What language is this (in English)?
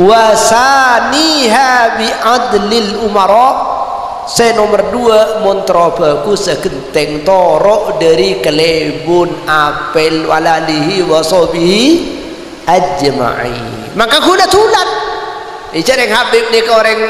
Madurese